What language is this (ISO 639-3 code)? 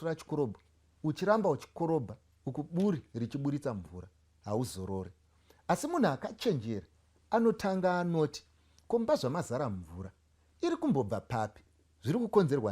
sna